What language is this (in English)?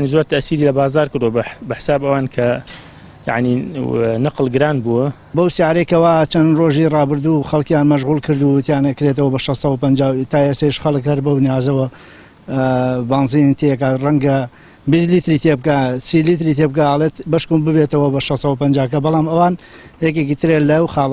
Central Kurdish